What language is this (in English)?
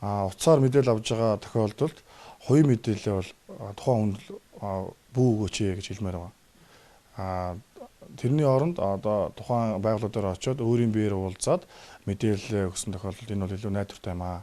Mongolian